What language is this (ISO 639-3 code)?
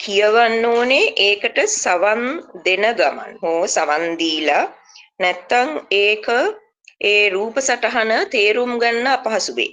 sin